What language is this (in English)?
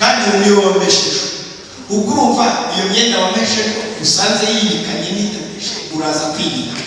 Kinyarwanda